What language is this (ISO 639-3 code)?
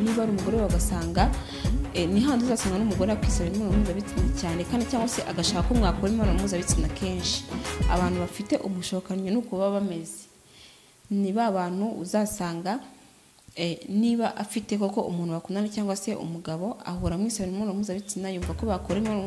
kin